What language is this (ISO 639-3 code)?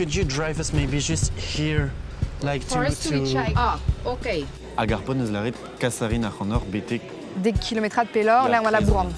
bre